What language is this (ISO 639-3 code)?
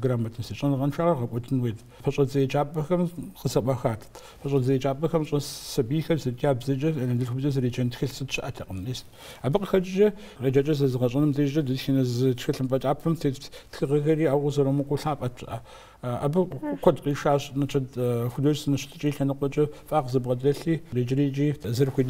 kbd